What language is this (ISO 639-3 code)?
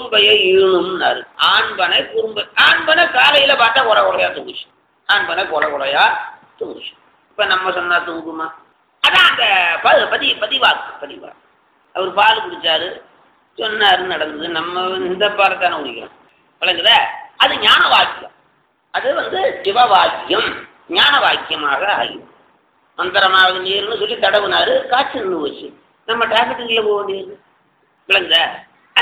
tam